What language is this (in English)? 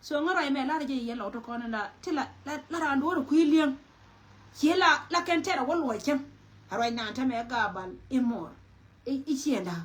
Nuer